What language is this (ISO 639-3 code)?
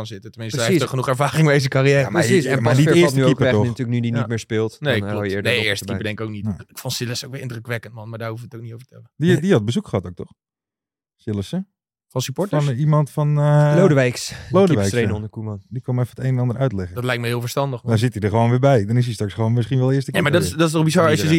nld